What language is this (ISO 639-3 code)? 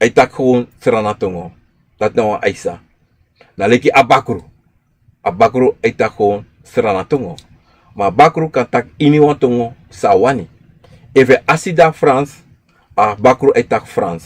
srn